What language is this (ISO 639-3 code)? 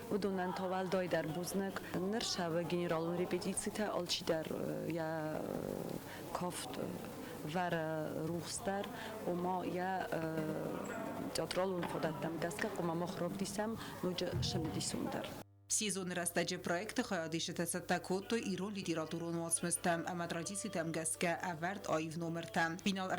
oss